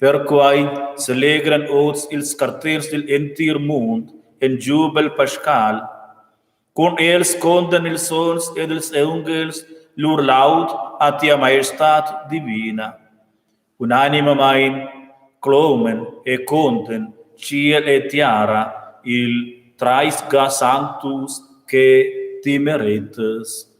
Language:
Romansh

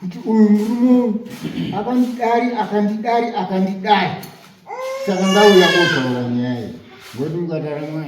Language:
Shona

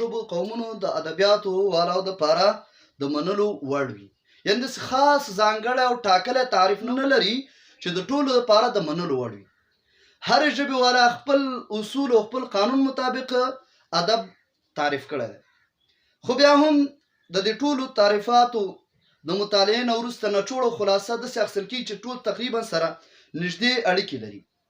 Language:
Pashto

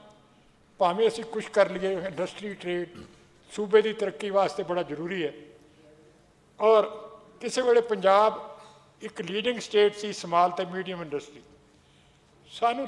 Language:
Punjabi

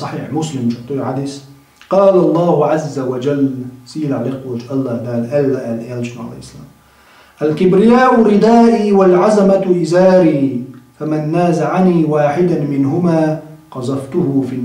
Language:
Chechen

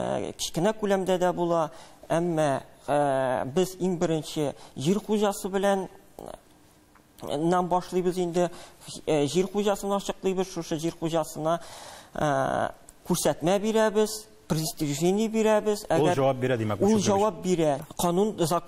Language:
Tatar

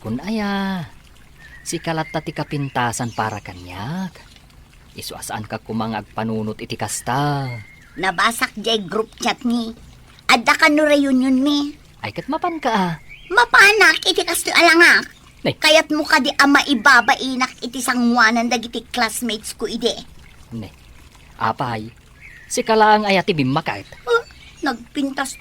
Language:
Iloko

